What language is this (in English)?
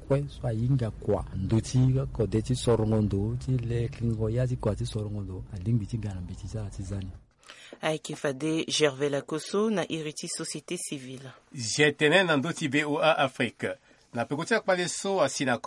Sango